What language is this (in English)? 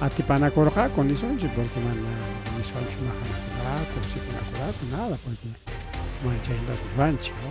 Ayacucho Quechua